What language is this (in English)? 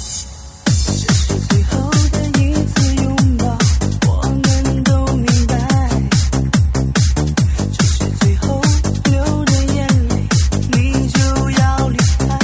Chinese